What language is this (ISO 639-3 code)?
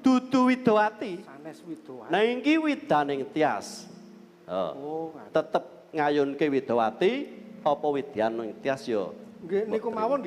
jav